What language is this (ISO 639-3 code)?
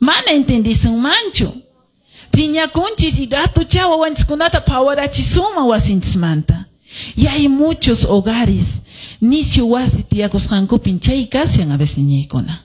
que